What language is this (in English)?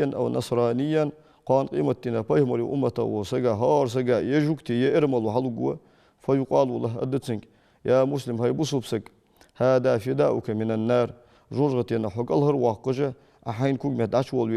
Ingush